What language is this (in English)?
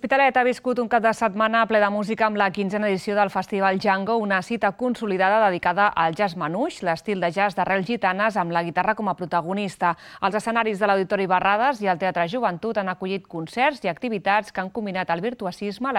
Catalan